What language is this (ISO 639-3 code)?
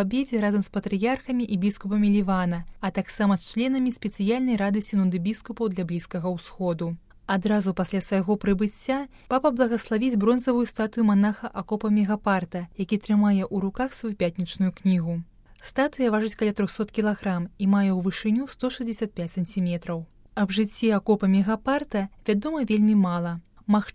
bel